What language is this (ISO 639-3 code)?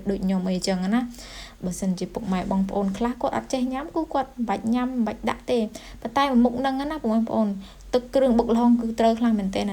khm